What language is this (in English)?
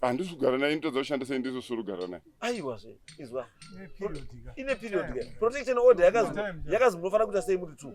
Shona